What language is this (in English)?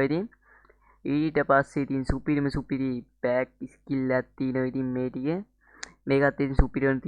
Sinhala